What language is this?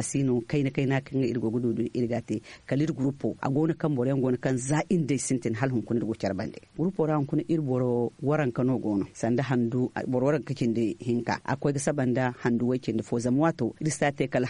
Zarma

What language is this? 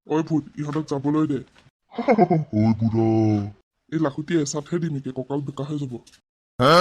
Assamese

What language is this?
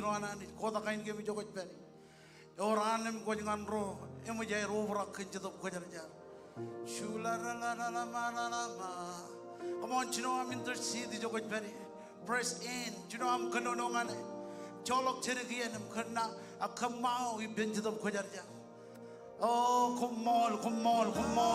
Marshallese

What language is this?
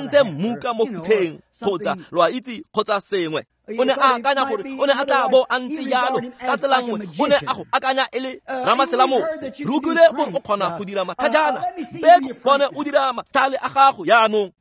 Tswana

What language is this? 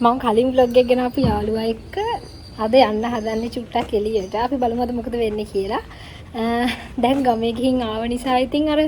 Sinhala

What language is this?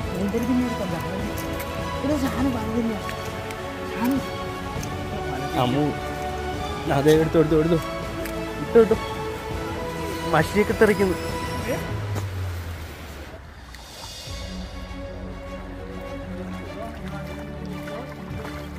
Malayalam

